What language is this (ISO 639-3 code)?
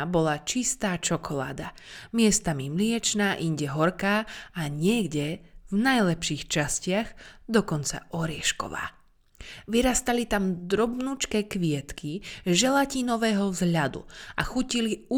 slk